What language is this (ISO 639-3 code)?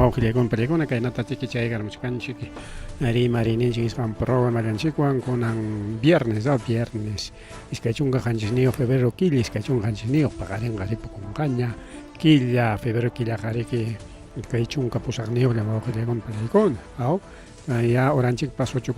quy